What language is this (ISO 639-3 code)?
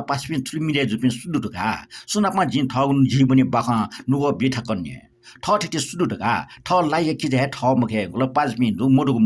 new